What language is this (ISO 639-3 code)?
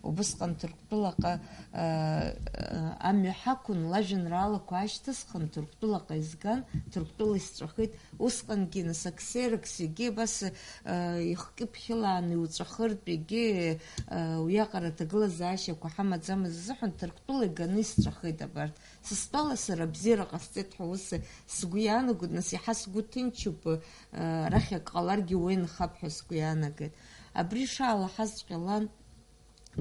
abk